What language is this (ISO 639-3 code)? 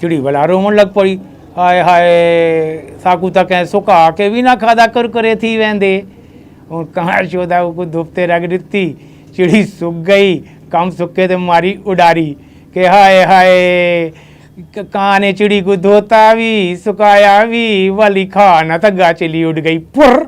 skr